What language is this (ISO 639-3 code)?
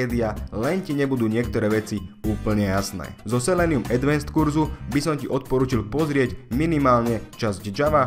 slk